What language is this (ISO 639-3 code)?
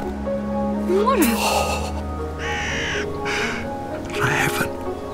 swe